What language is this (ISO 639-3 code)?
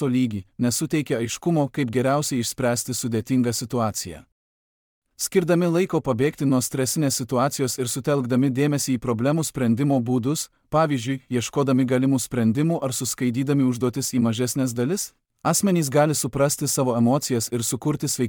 lit